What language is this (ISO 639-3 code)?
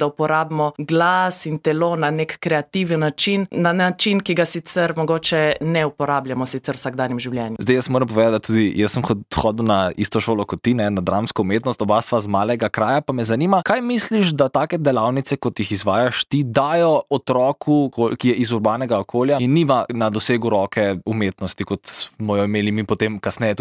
slv